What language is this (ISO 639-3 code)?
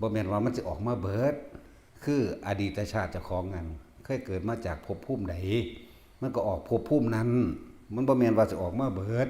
tts